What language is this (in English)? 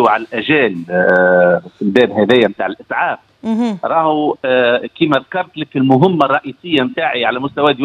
Tunisian Arabic